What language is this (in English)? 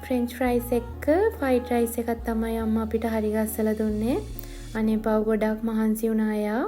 Sinhala